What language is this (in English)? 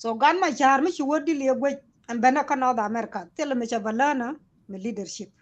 Nuer